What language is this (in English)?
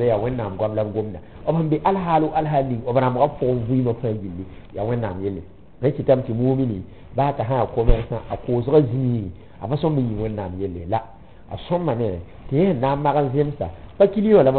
Mossi